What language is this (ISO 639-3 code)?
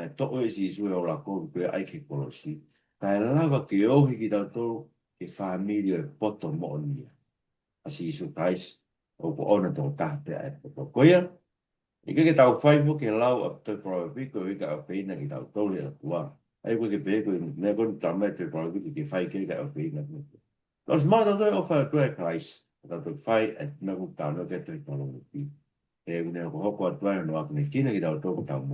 ton